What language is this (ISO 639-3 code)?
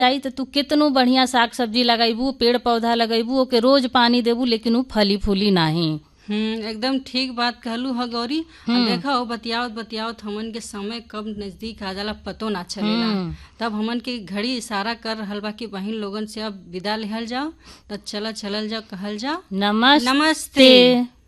bho